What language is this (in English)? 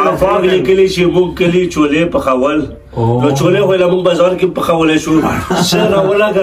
Pashto